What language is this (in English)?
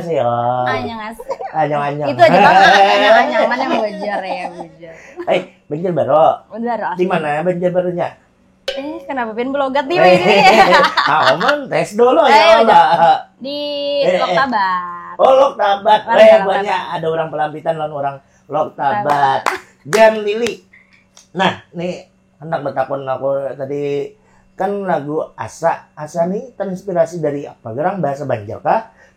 Banjar